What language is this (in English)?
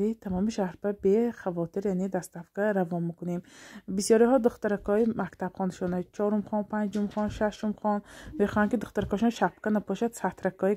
Tajik